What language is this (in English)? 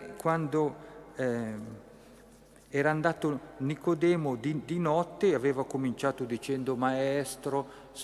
Italian